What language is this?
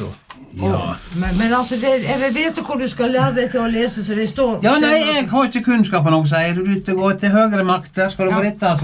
Norwegian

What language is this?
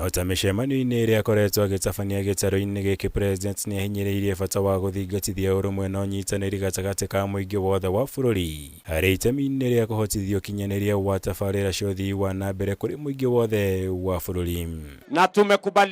Kikuyu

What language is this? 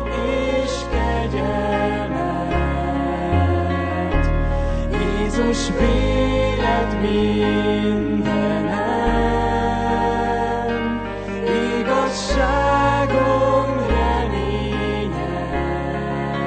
Hungarian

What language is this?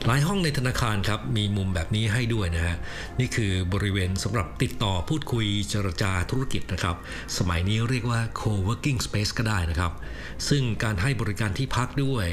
Thai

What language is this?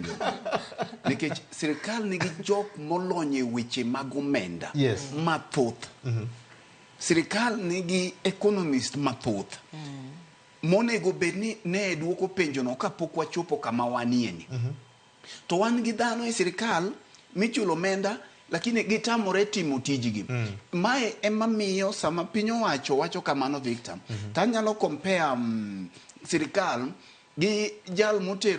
Luo (Kenya and Tanzania)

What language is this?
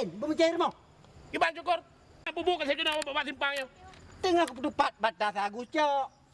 Achinese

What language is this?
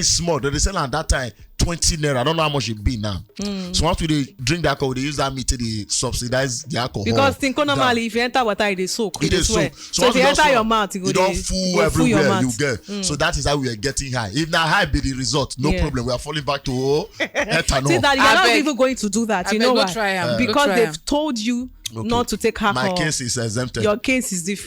Nigerian Pidgin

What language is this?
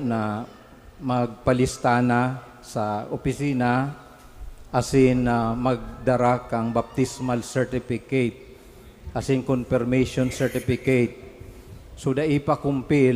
Bikol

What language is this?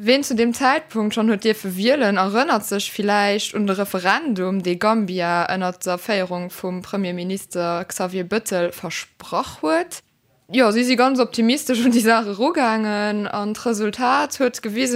Luxembourgish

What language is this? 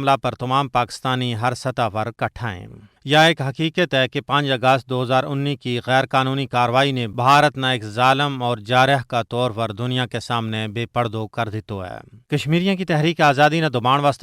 Gujari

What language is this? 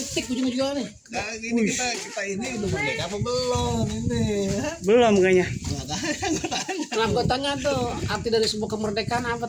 Betawi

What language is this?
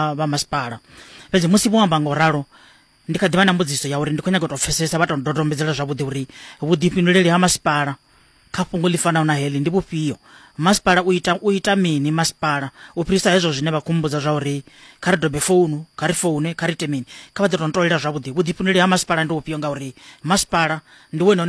Venda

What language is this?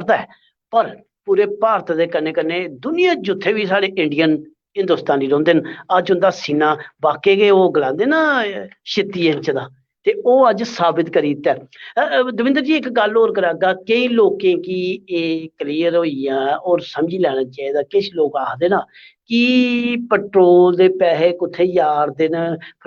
Dogri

